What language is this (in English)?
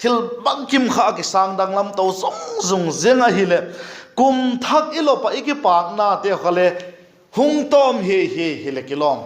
Vaiphei